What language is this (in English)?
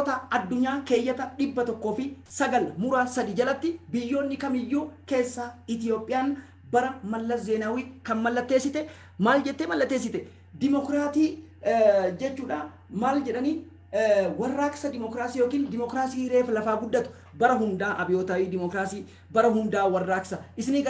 Oromo